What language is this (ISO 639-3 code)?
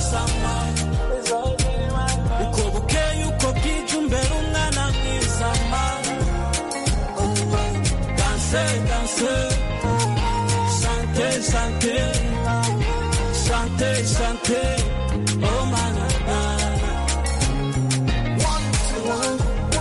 kin